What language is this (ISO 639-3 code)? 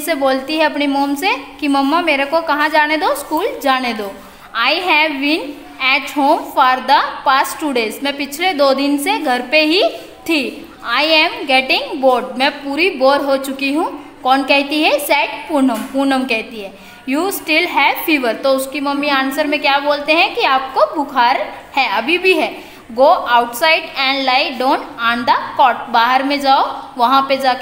hin